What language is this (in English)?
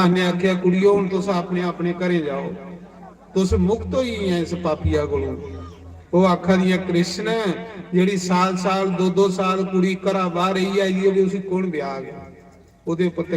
Dogri